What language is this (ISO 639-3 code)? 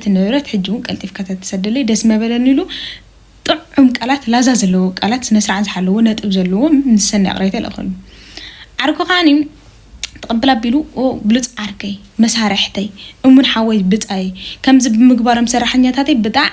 tir